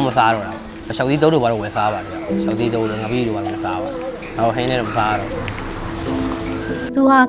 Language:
Burmese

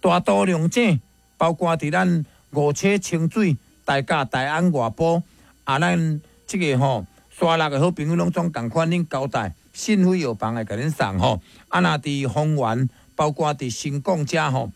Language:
Min Nan Chinese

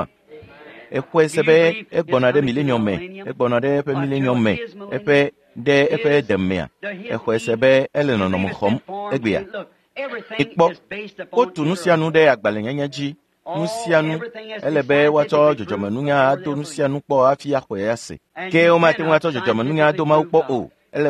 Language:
Ewe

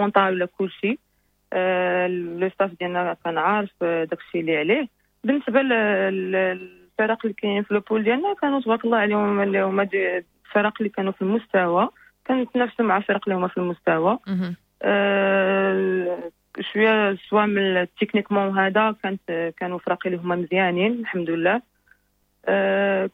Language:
Moroccan Arabic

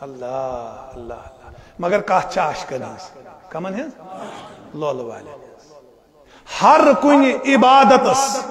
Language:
Kashmiri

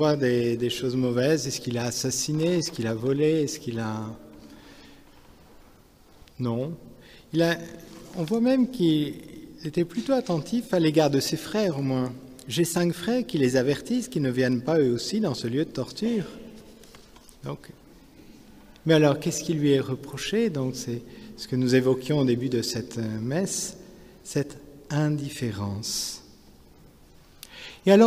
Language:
French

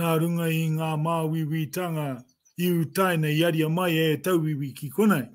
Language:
Māori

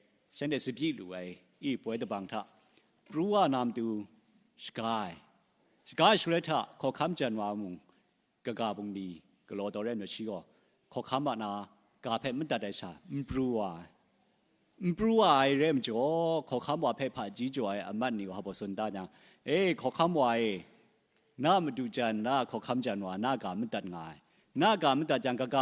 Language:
Kachin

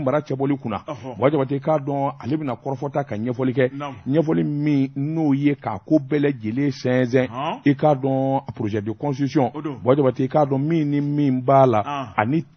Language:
Bambara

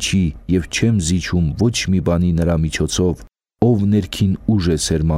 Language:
Armenian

